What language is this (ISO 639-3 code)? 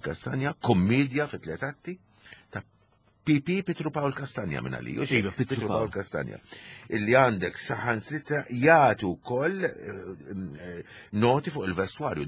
mlt